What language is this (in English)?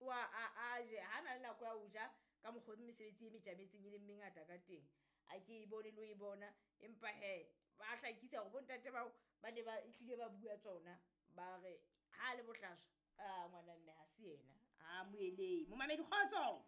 Southern Sotho